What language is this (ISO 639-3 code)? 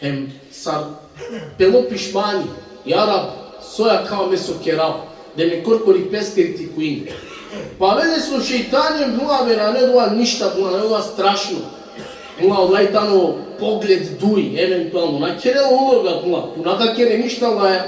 rmn